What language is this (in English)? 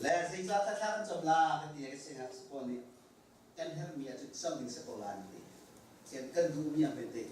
Hakha Chin